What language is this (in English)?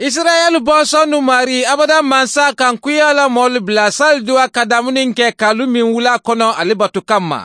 Bambara